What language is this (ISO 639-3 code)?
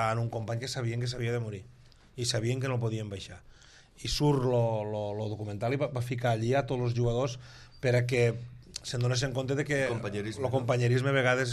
cat